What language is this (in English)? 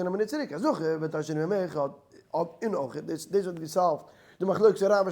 Yiddish